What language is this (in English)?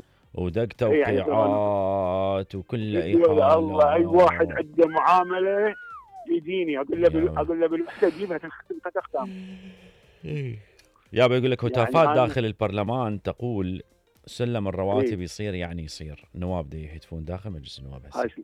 Mesopotamian Arabic